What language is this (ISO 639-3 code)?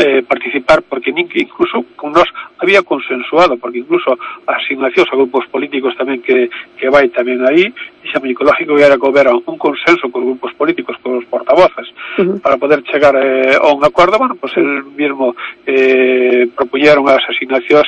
glg